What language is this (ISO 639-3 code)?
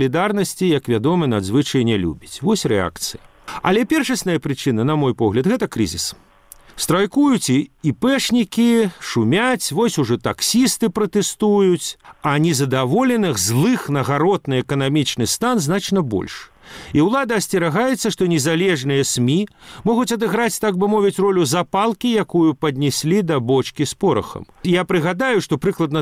bel